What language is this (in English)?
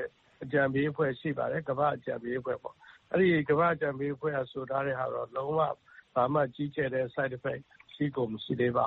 Burmese